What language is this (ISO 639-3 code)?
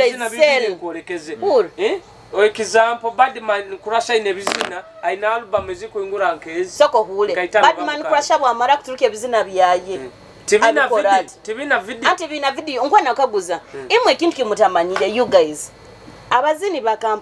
nyo